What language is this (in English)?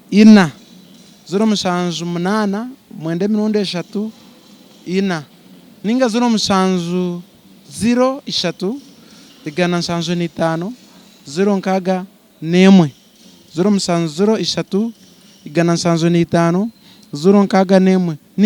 Nyankole